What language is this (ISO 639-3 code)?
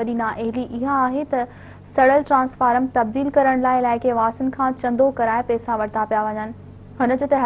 snd